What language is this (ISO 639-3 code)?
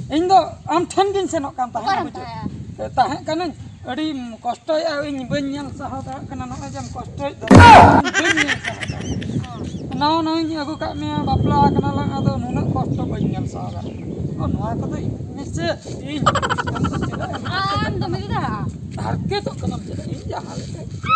sat